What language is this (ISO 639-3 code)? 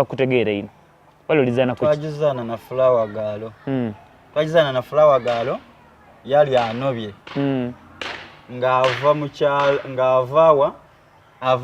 xog